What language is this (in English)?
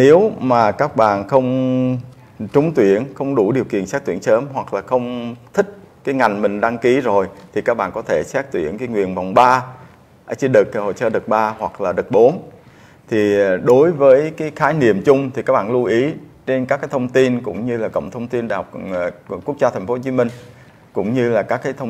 Vietnamese